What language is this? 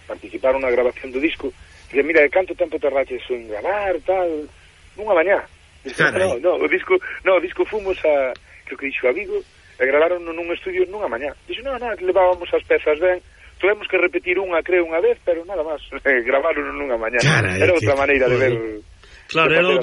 Galician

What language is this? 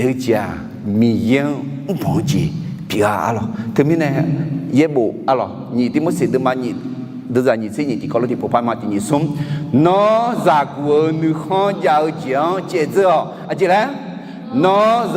Akha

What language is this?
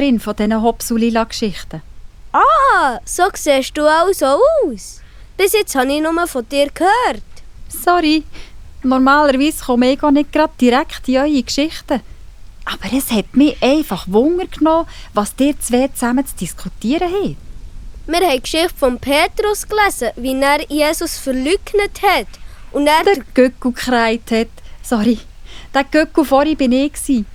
Swiss German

